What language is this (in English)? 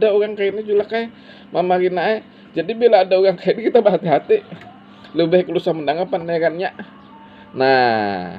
Banjar